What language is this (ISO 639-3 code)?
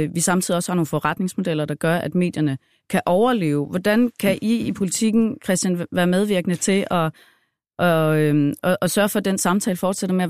dan